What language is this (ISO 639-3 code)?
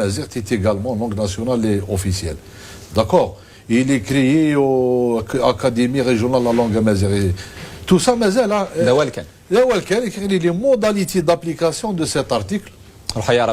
kab